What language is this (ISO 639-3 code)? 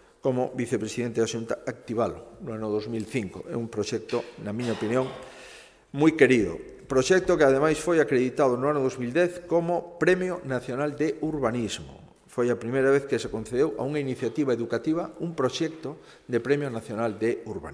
glg